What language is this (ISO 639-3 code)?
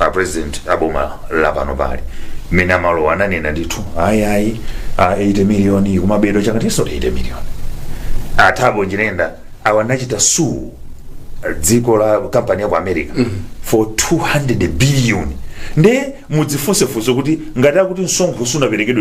nya